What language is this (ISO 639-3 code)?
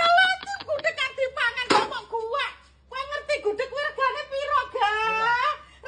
jav